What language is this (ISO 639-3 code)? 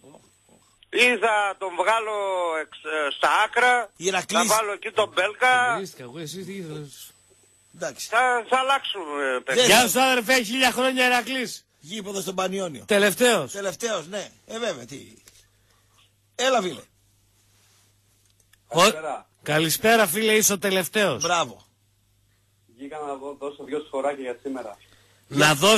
ell